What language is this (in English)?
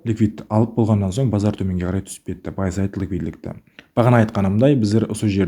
Kara-Kalpak